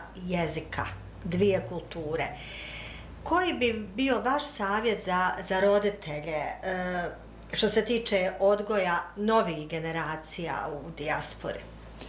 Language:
Bosnian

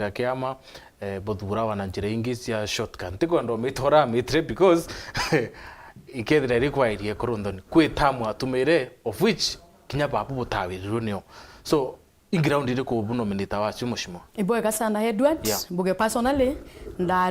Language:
Meru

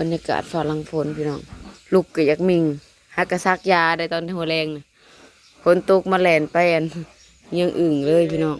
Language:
Northeastern Thai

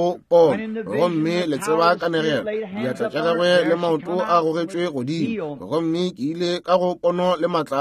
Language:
Northern Sotho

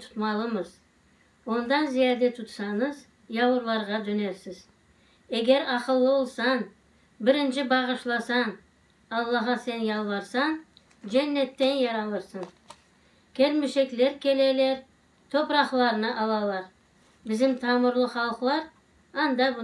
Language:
Crimean Tatar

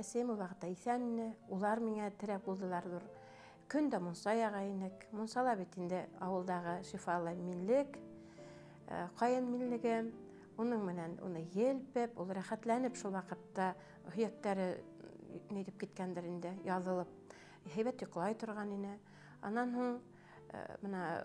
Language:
Bashkir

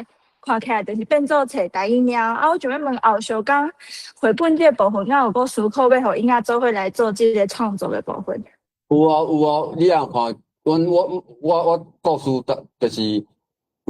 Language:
Min Nan Chinese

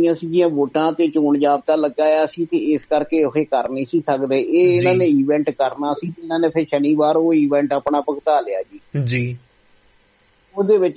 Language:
Punjabi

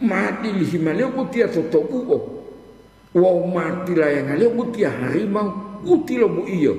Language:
Gorontalo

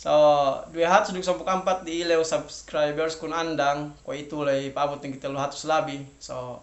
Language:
Yakan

